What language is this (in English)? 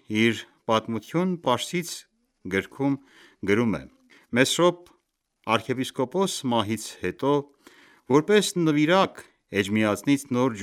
Armenian